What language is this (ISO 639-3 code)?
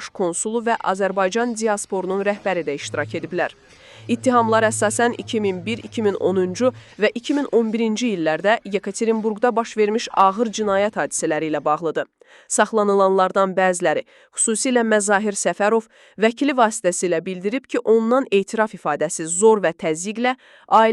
aze